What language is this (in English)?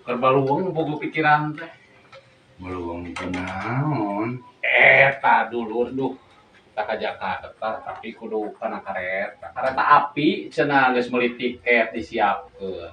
Sundanese